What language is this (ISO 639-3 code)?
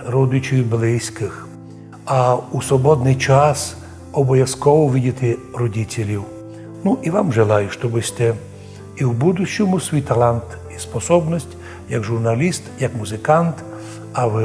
rue